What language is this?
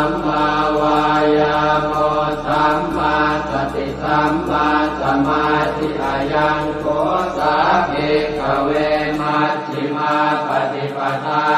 Pali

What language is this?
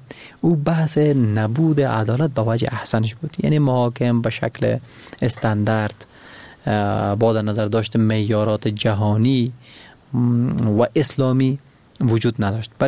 Persian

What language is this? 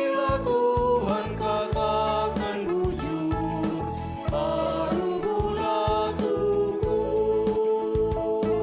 Batak Karo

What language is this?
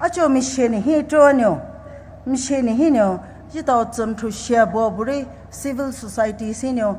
Poumei Naga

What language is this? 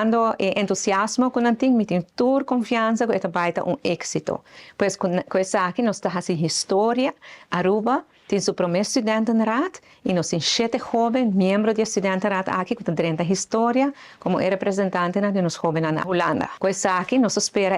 Papiamento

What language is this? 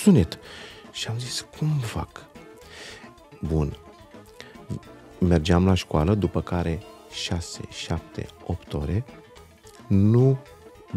Romanian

